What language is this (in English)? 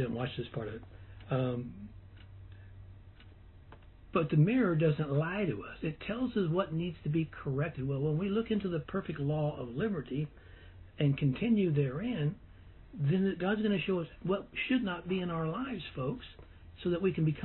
English